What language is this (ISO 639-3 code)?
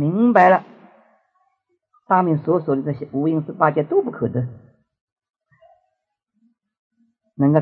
zho